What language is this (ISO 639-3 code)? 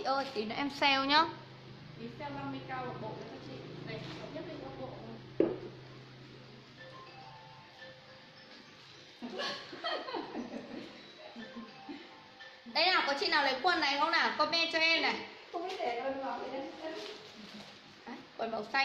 vie